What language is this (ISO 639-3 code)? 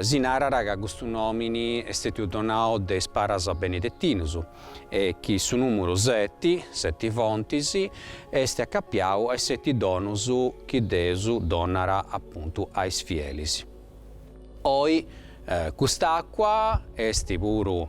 srd